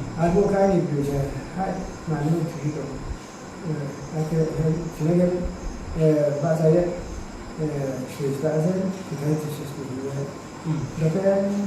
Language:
Riang (India)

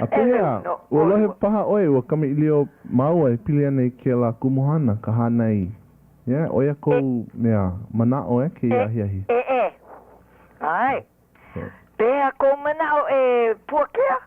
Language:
Hawaiian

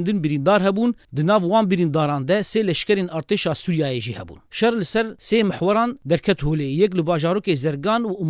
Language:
Kurdish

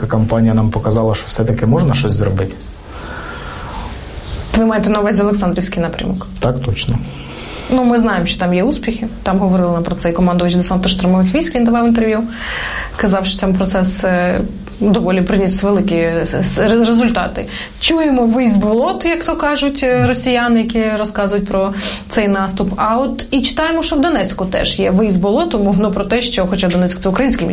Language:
Ukrainian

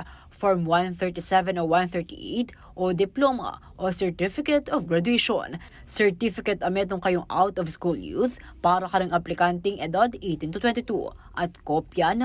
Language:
Pampanga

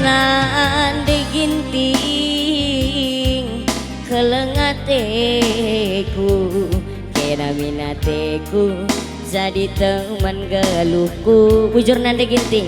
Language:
Batak Karo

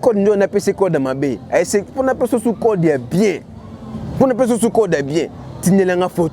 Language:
Lingala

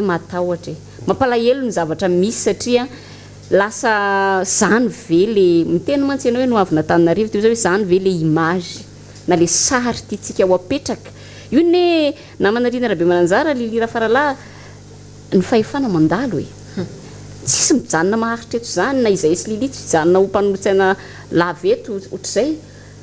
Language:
Malagasy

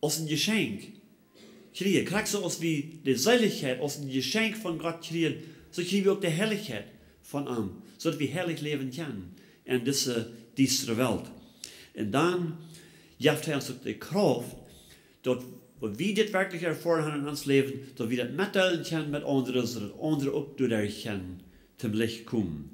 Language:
Plautdietsch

